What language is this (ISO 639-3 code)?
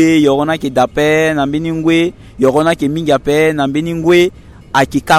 sag